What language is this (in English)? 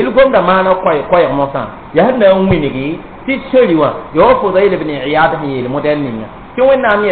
Mossi